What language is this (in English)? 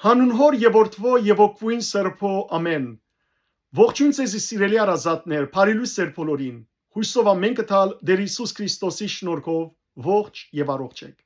Western Armenian